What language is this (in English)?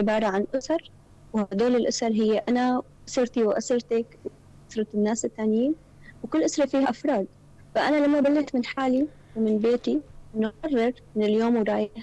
North Levantine Arabic